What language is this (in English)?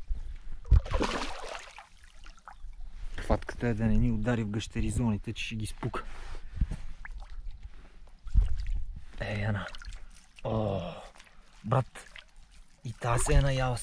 Bulgarian